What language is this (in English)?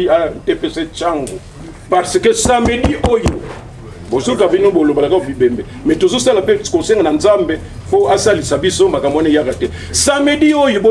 Lingala